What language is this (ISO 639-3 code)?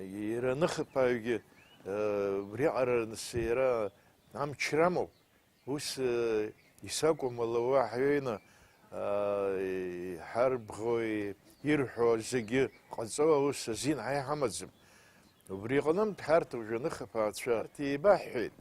abk